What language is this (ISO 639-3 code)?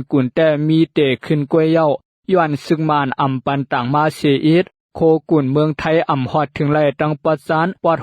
shn